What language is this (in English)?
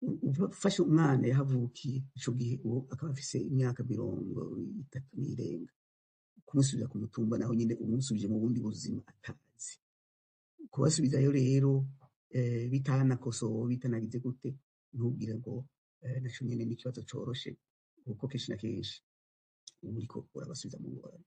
Rundi